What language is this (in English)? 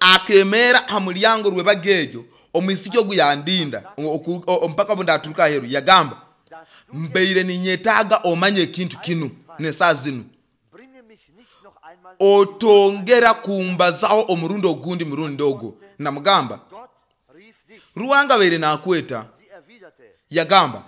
Nyoro